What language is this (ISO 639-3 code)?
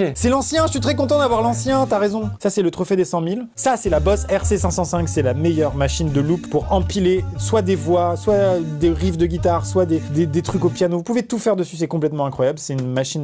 fra